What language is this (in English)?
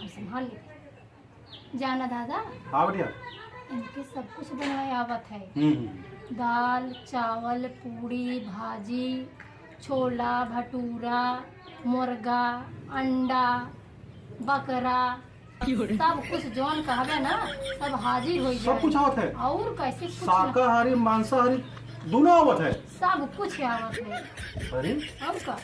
Awadhi